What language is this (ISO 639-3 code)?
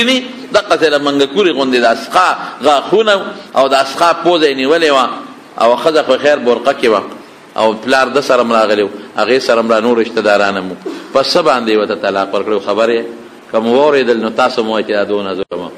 pus